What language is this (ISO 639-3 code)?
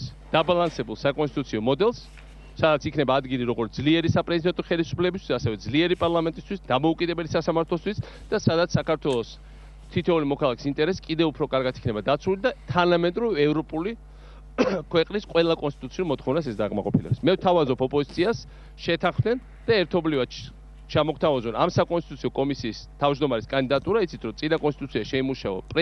kat